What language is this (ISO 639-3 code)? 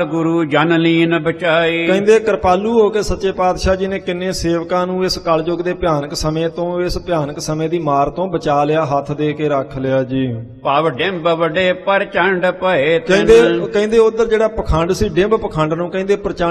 pan